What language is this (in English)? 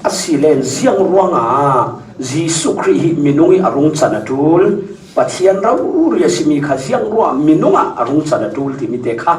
Falam Chin